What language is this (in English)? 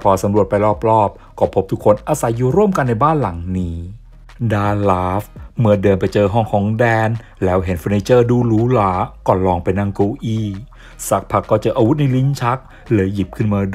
Thai